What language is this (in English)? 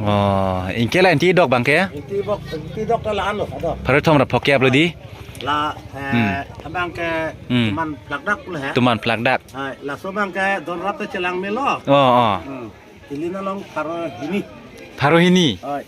Karbi